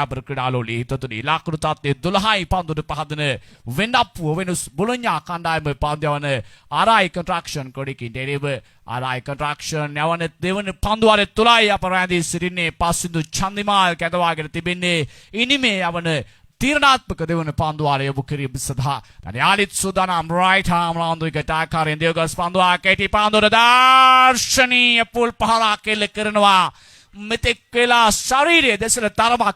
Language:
Sinhala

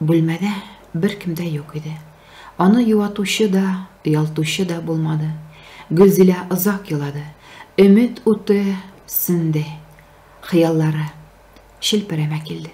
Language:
Tatar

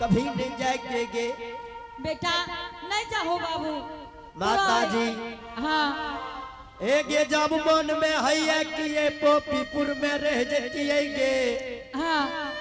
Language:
Angika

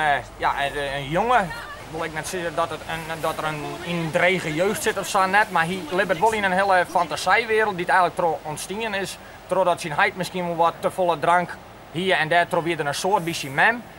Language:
Western Frisian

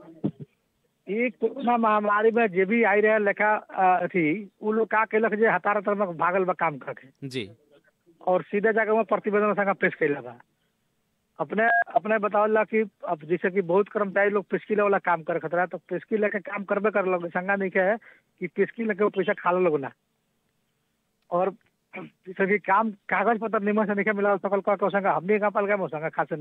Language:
Bhojpuri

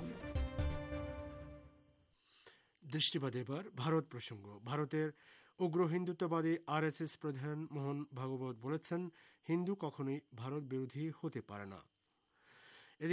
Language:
Bangla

